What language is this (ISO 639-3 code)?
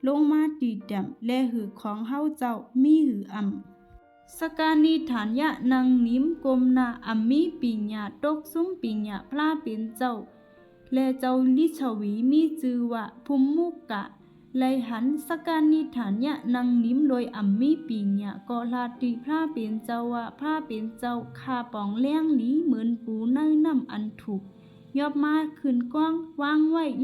shn